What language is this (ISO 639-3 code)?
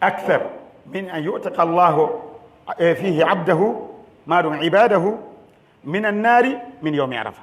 fuf